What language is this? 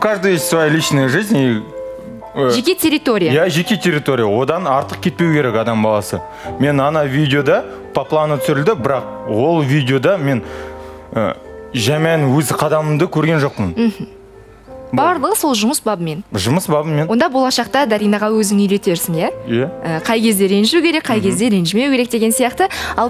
Kazakh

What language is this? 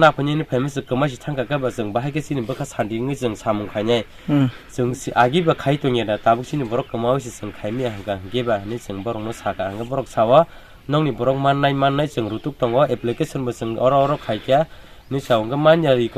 Kok Borok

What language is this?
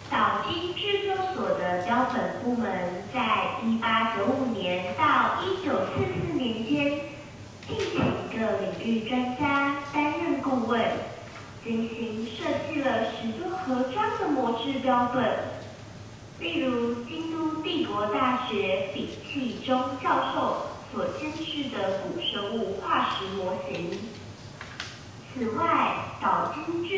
Chinese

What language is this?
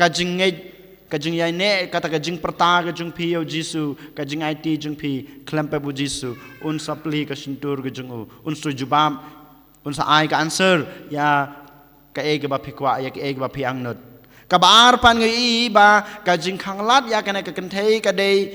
Khasi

